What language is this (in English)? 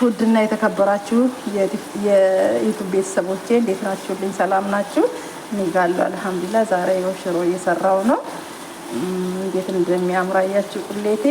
Amharic